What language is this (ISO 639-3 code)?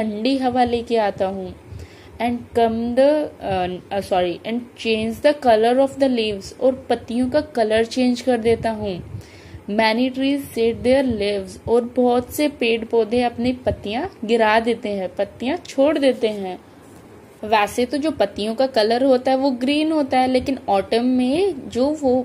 hin